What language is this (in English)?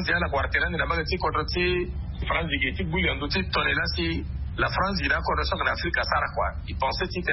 Sango